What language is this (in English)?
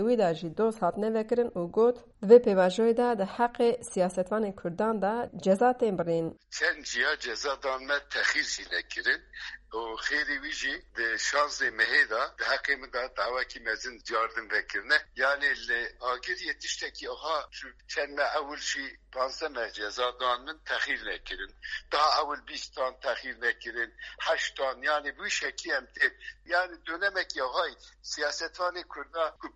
Kurdish